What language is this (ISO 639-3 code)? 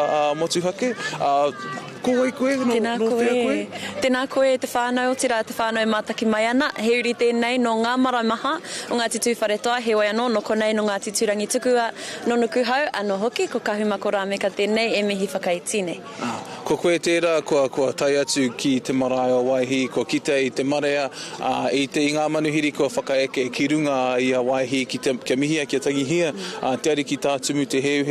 mri